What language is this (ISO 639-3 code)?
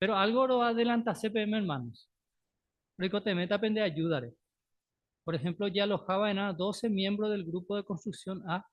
grn